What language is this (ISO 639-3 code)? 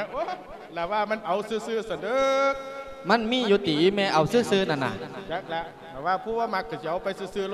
lao